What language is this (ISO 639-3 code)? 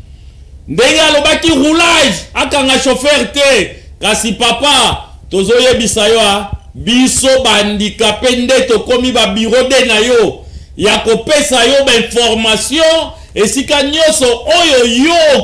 lin